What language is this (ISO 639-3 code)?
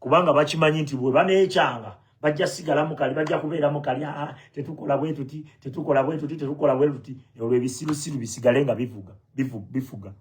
lug